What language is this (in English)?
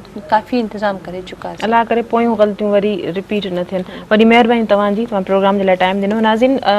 Sindhi